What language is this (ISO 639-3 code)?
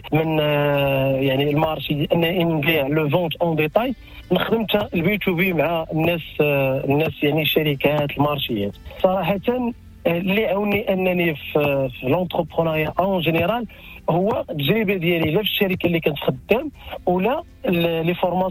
ary